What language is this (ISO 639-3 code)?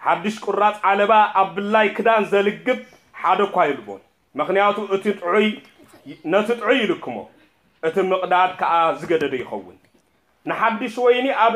tir